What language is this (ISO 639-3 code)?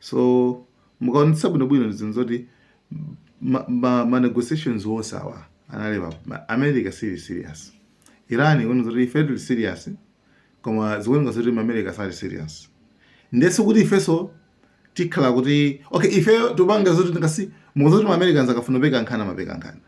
nya